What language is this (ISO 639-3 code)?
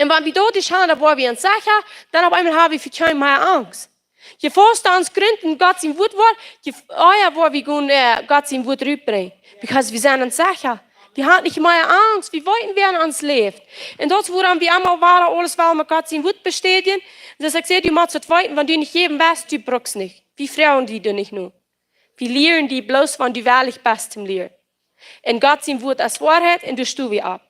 pdt